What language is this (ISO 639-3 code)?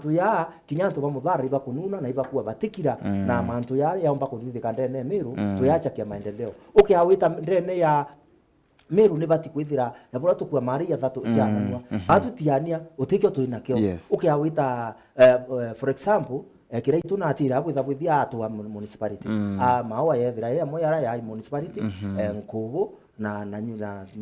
mer